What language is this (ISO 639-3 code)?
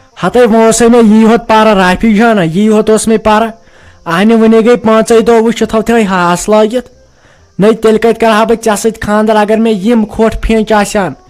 kas